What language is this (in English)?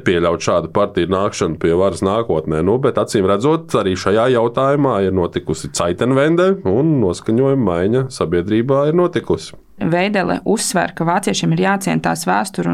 Latvian